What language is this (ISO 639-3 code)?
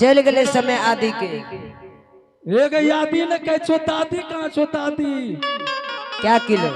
anp